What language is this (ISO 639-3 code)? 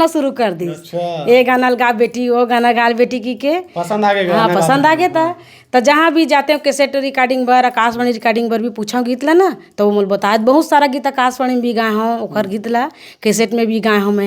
hne